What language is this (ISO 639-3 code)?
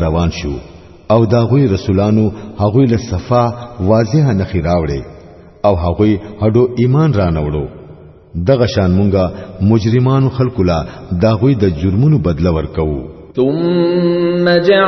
pus